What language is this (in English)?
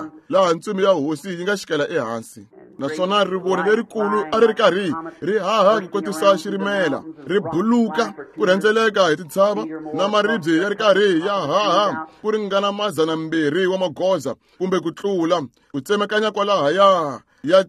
Tsonga